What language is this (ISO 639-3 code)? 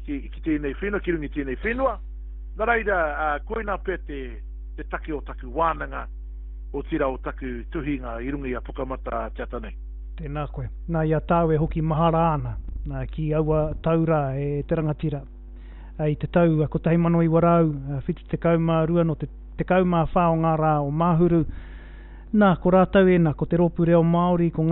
mri